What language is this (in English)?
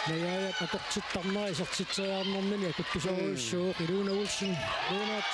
Kalaallisut